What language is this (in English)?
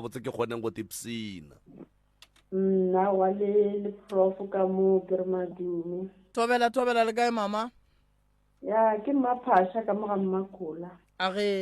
Northern Sotho